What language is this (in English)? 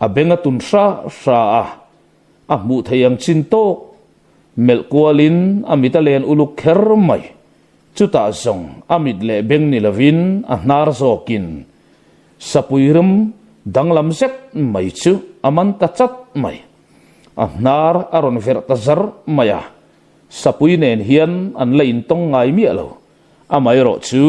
Mizo